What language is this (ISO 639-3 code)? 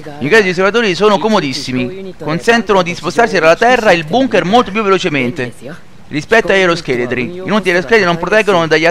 ita